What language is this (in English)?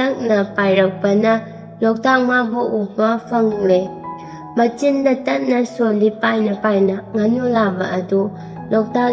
Manipuri